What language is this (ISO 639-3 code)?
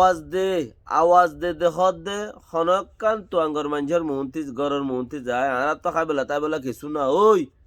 rhg